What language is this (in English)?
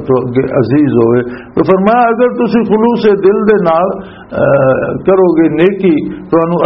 Western Panjabi